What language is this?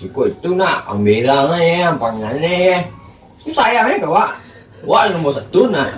Minangkabau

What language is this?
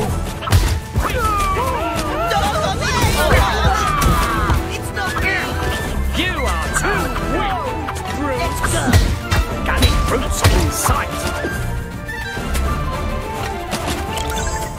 English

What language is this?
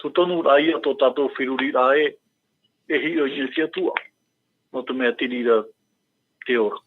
Tahitian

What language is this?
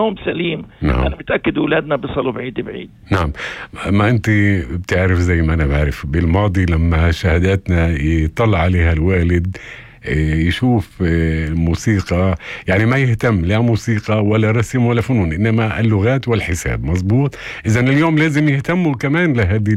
North Levantine Arabic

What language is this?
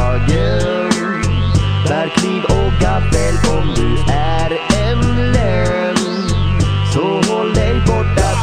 Swedish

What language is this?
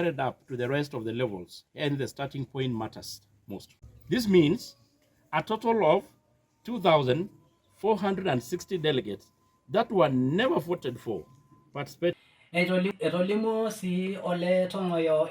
Masai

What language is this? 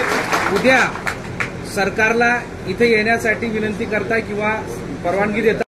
Marathi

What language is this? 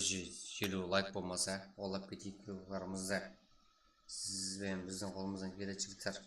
Kara-Kalpak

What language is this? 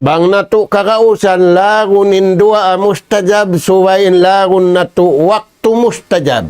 Tausug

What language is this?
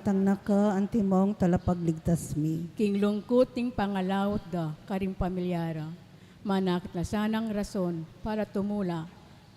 Pampanga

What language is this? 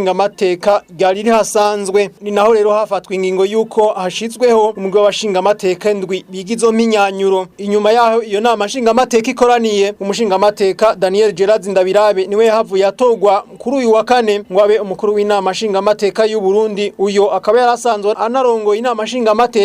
Rundi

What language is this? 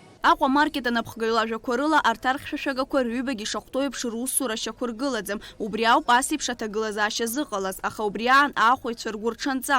Abkhazian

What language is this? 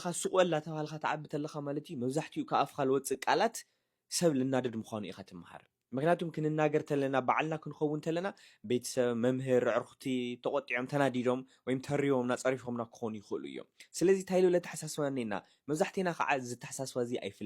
Tigrinya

